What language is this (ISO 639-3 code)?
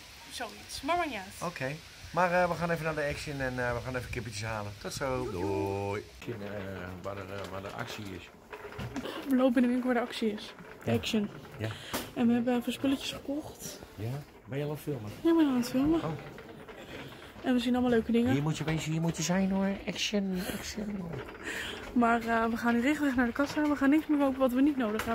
nld